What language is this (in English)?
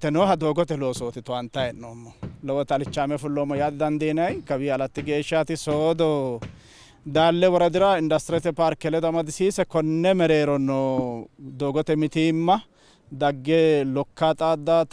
Sidamo